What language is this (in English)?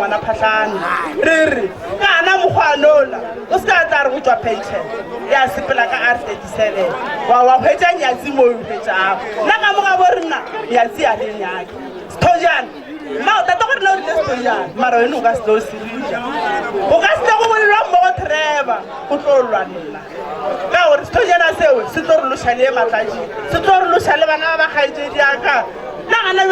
Northern Sotho